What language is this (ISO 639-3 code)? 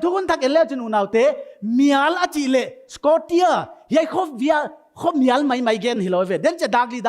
pck